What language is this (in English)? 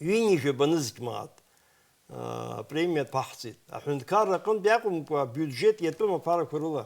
Abkhazian